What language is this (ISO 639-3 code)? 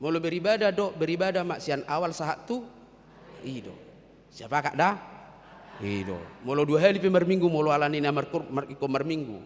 bbc